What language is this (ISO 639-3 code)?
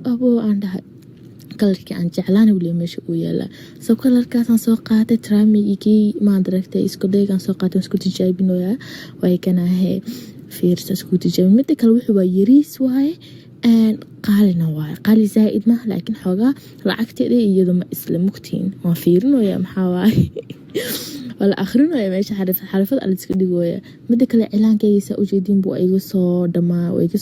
som